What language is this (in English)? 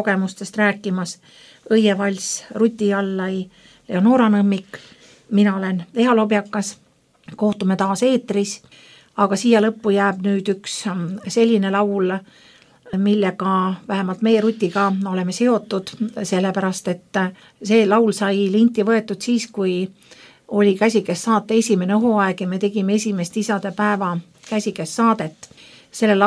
Estonian